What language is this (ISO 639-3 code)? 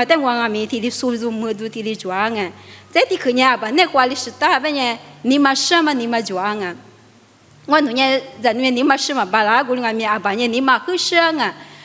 lis